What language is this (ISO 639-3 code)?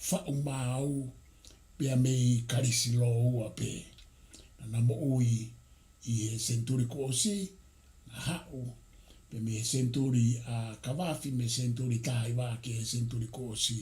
ton